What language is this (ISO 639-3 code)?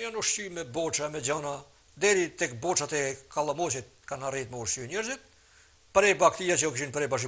sqi